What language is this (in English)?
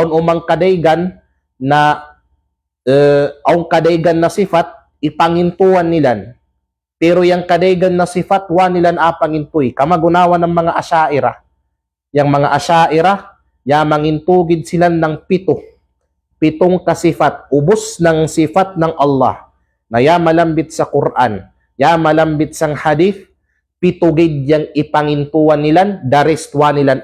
Kalagan